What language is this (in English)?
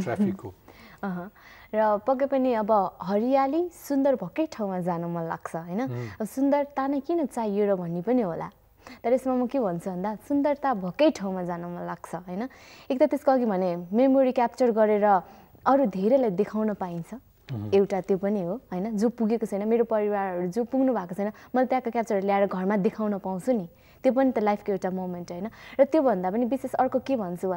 Nepali